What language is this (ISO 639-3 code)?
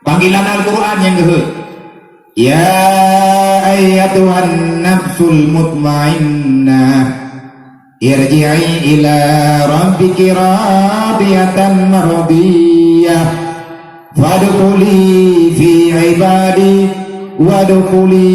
ace